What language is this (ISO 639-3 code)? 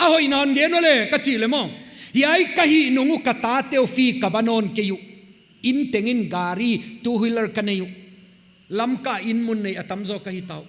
pck